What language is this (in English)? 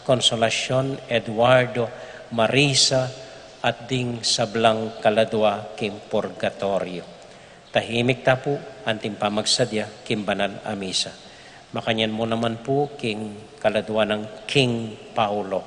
Pampanga